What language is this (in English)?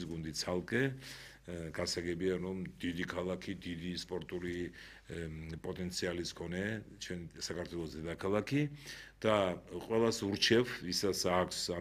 Georgian